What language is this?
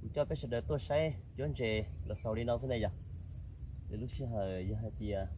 Hmong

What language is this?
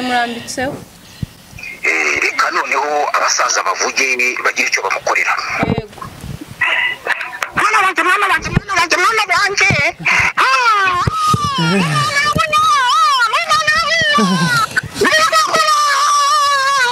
Kinyarwanda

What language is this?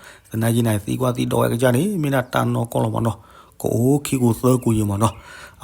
S'gaw Karen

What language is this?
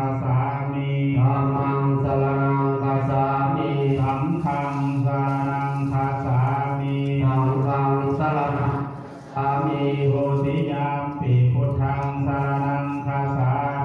Pali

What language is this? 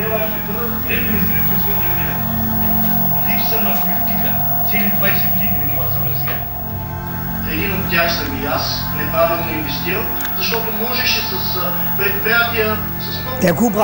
Bulgarian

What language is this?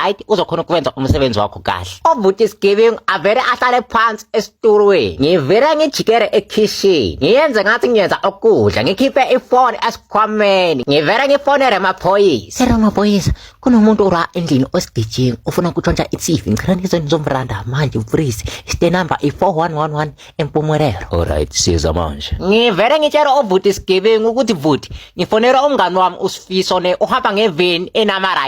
Zulu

